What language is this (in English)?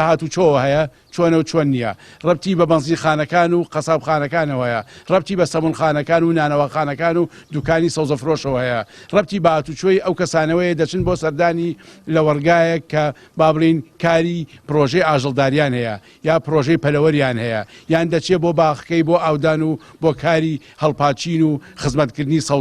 Central Kurdish